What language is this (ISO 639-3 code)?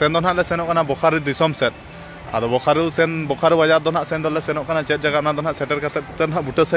sat